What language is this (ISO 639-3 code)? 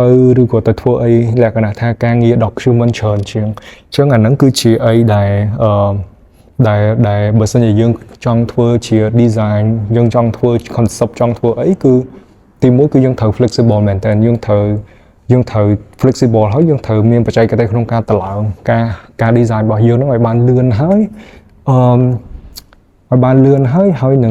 khm